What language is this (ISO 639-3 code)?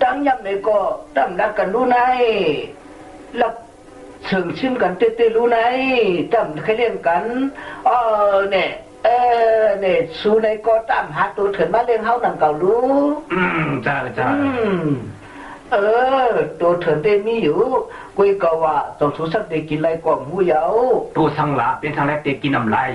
shn